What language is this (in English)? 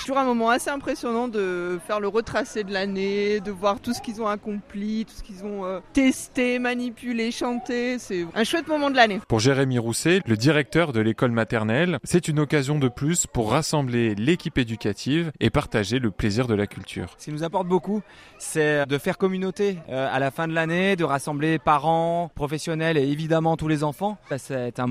French